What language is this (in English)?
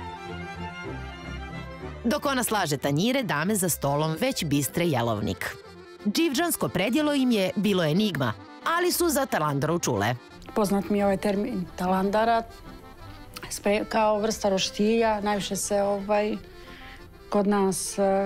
Serbian